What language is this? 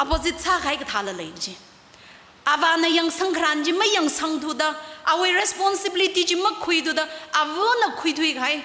Tangkhul Naga (India)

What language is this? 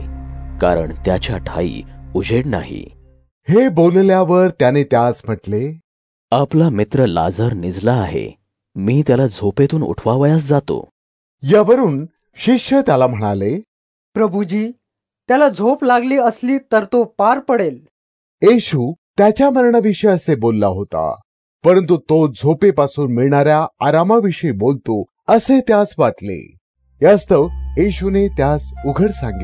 Marathi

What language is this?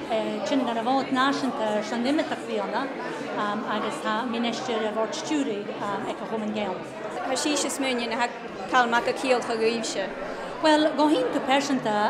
Scottish Gaelic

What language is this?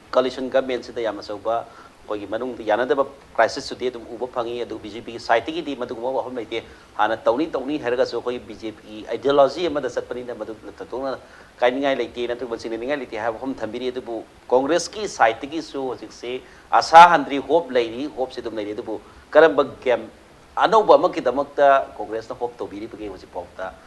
Manipuri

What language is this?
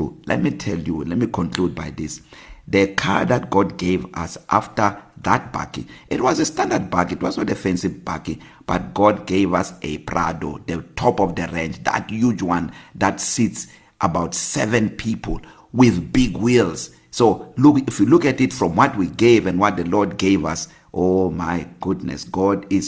English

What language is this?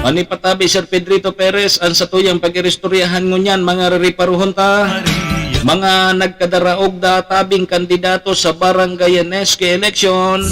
Bikol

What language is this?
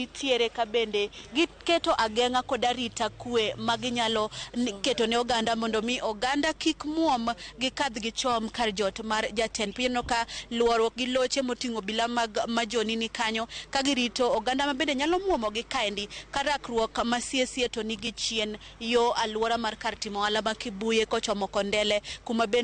Luo (Kenya and Tanzania)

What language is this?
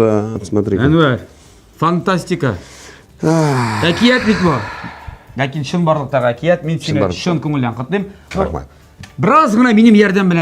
Tatar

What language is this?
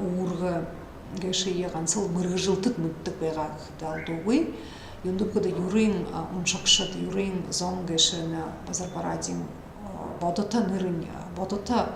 Buriat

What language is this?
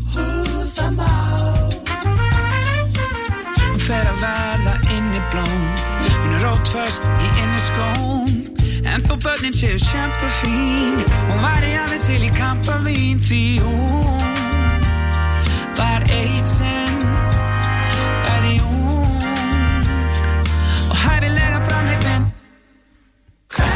Icelandic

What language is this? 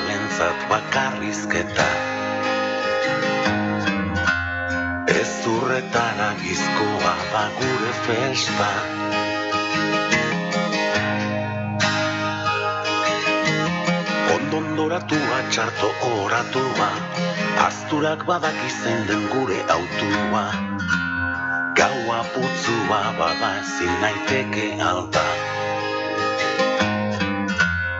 Basque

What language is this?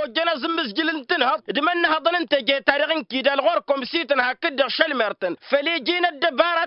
Tamasheq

